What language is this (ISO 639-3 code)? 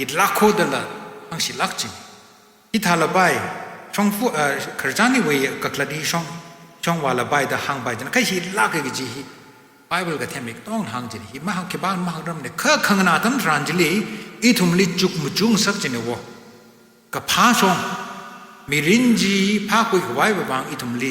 nmf